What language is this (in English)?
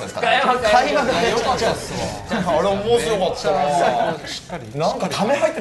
Japanese